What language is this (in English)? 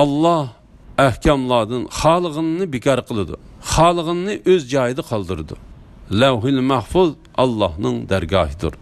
Uyghur